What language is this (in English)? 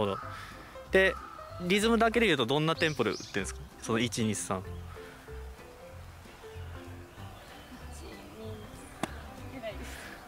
Japanese